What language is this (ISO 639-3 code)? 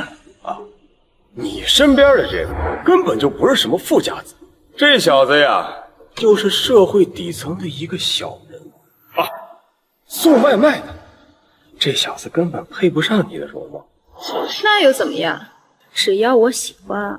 zho